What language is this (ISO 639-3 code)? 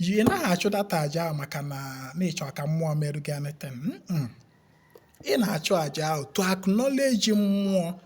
ibo